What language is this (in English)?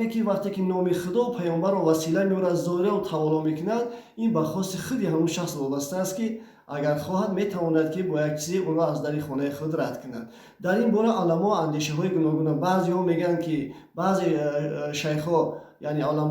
Tajik